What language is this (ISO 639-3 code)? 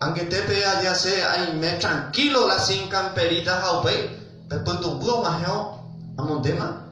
grn